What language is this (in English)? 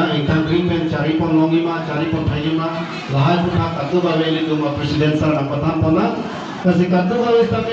Karbi